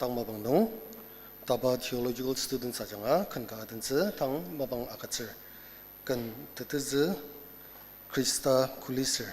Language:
Ao Naga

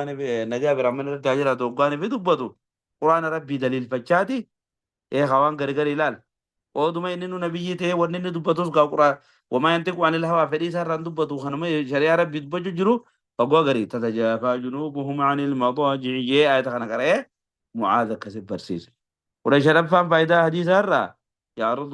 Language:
Oromo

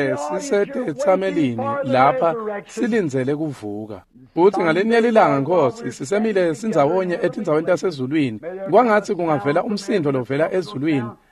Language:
Swati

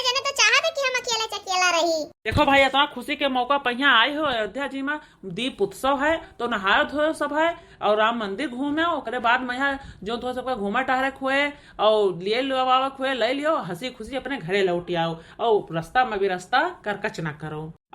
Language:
Awadhi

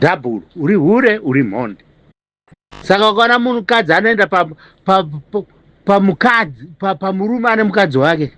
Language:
Shona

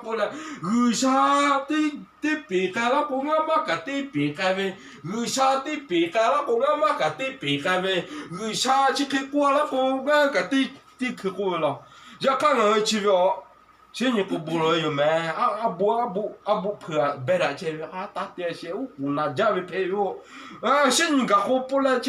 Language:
Lahu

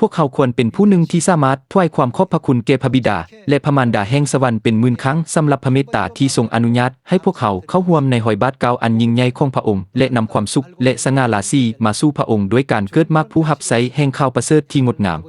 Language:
Lao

